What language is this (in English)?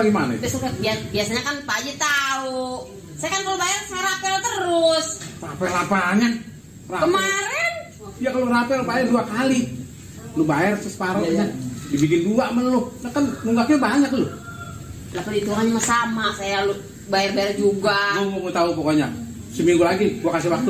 Betawi